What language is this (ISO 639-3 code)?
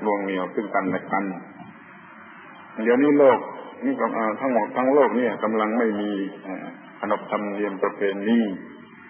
tha